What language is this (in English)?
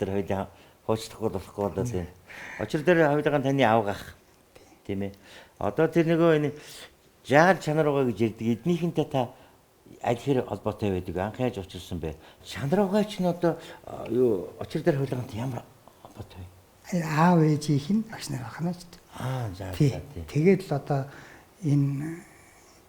Mongolian